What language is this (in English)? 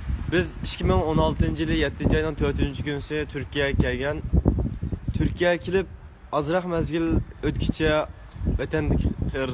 Uyghur